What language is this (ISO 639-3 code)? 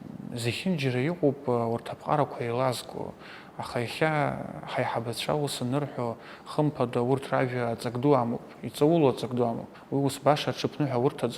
abk